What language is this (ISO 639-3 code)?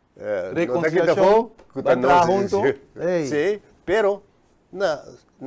pap